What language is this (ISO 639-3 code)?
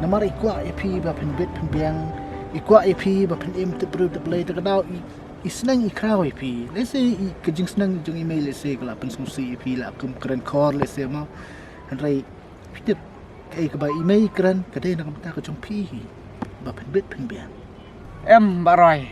kha